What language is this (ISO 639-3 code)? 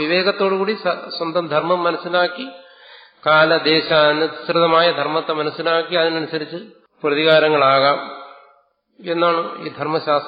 mal